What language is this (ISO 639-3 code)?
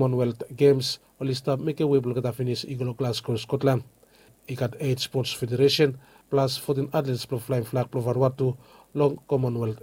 bis